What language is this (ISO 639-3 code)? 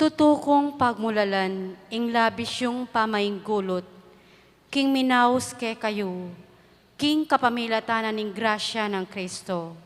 pam